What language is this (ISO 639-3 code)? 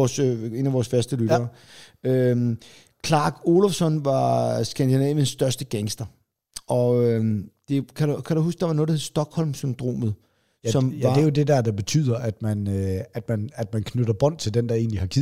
dan